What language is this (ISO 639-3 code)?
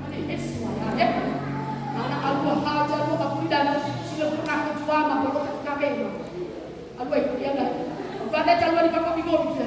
nia